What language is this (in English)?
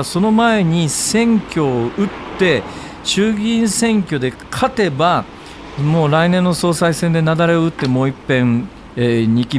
Japanese